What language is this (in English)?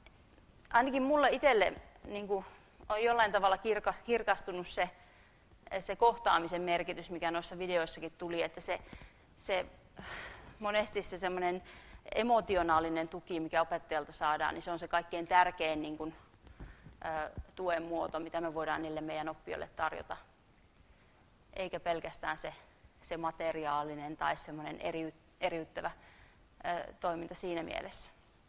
Finnish